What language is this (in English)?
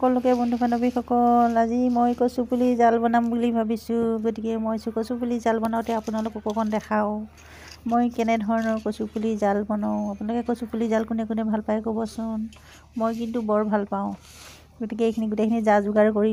Assamese